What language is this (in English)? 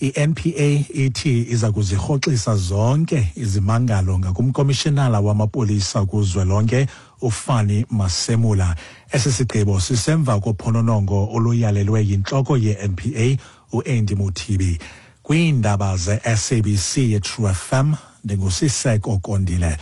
Xhosa